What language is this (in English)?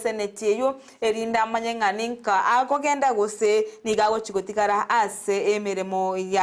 Gusii